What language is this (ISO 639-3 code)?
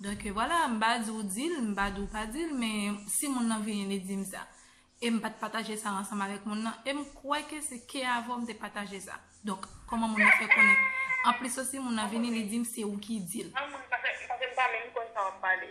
hat